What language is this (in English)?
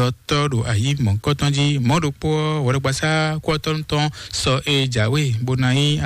Fon